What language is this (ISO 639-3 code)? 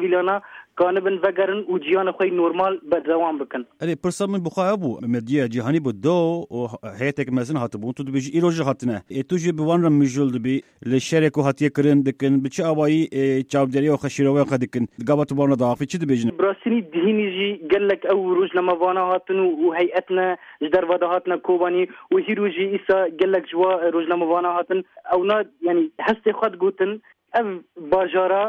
kur